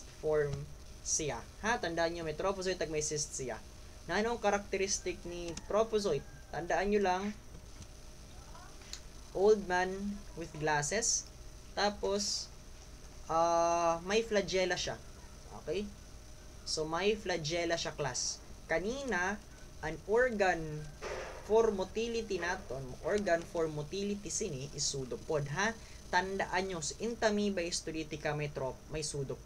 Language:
Filipino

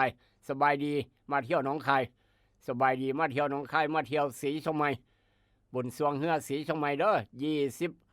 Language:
Northeastern Thai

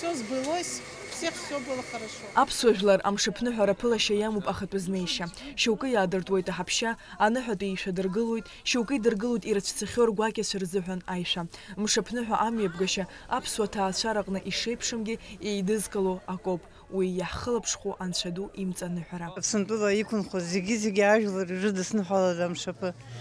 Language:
Abkhazian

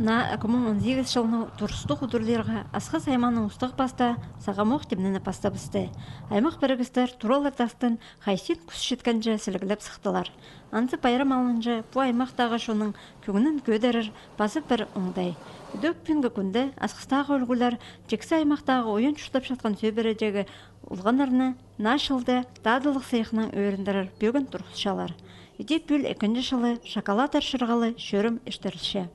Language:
Khakas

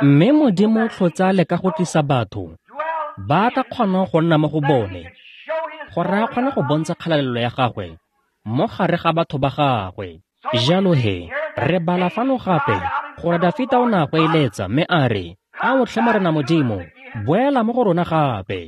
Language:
Tswana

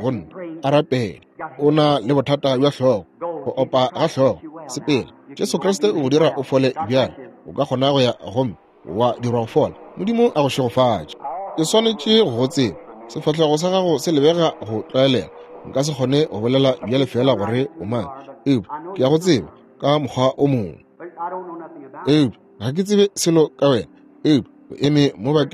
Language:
Northern Sotho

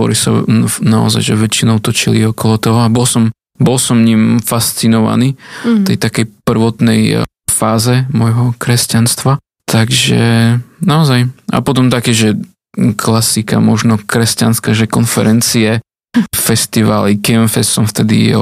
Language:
Slovak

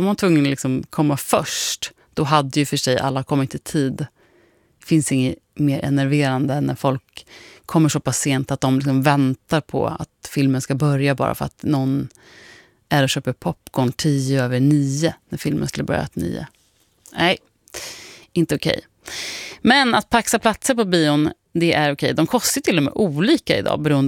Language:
Swedish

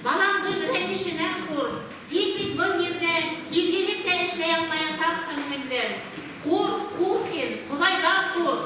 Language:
Bashkir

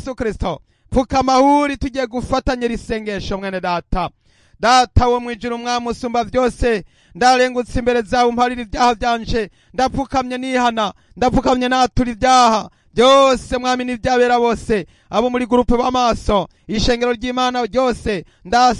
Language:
Rundi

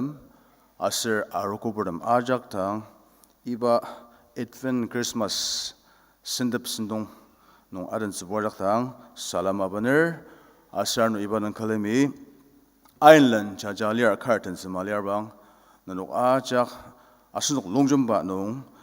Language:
Ao Naga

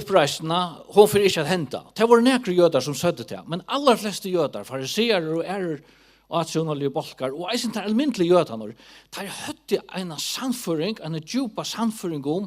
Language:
Faroese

